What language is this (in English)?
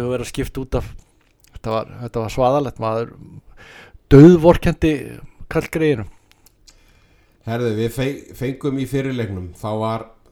Icelandic